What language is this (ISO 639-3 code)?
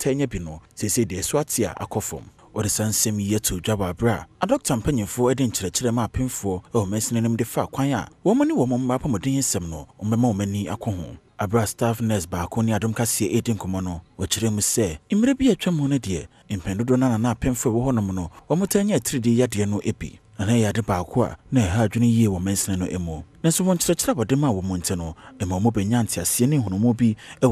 aka